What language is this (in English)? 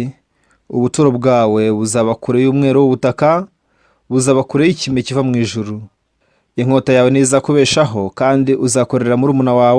Kinyarwanda